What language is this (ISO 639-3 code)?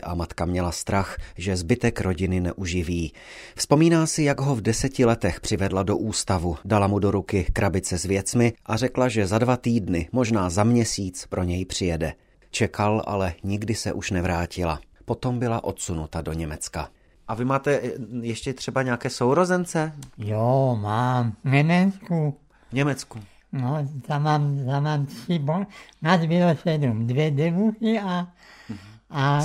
ces